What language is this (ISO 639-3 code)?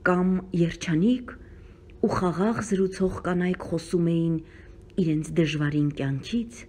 hye